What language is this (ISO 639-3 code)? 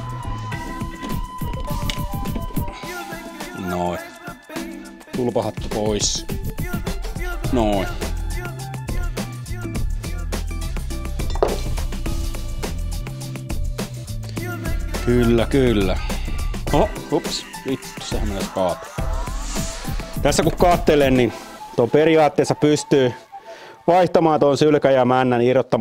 fin